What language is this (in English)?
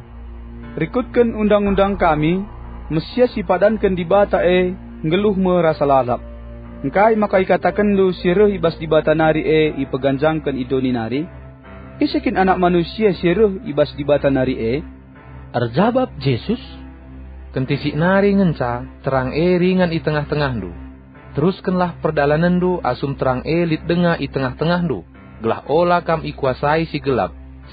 Batak Karo